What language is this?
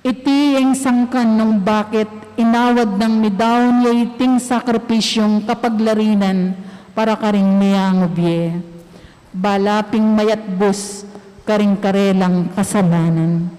Pampanga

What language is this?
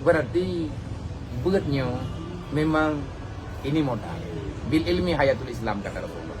Achinese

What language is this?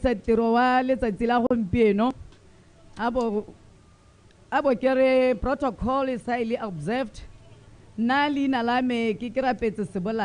Tswana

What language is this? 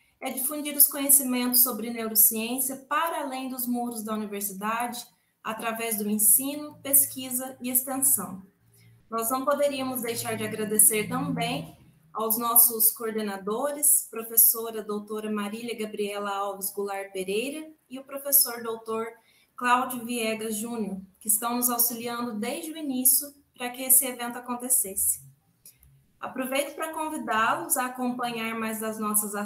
Portuguese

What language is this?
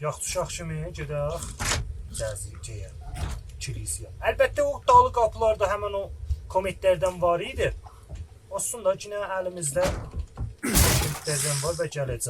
South Azerbaijani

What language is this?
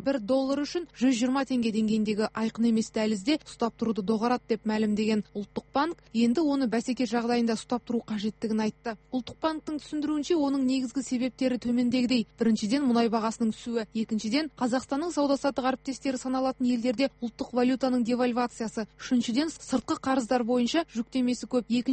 Kazakh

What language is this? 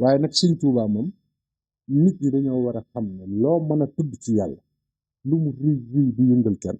Wolof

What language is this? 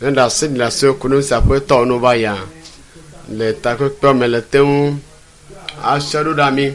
Ewe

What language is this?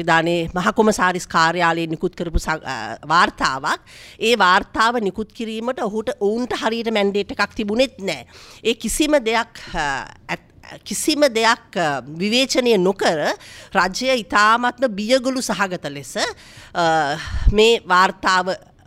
Sinhala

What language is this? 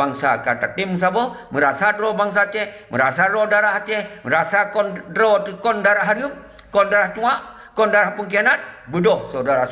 Achinese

